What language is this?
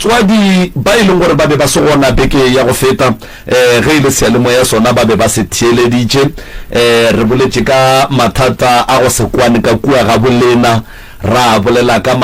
Northern Sotho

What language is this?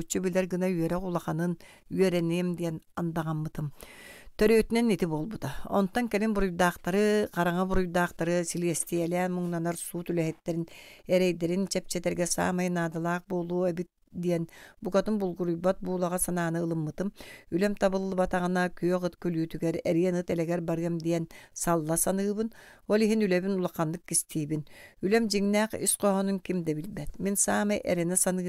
Yakut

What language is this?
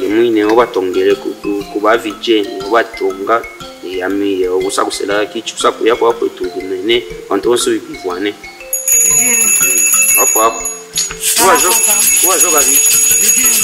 Luba-Katanga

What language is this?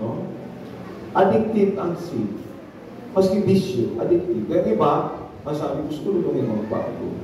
Bikol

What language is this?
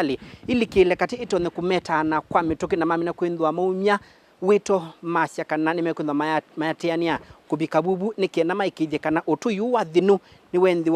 Kamba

